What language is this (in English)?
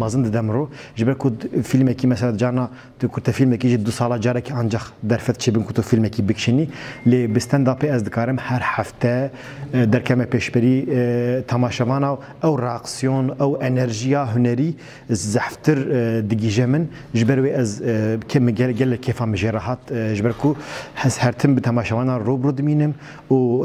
Kurdish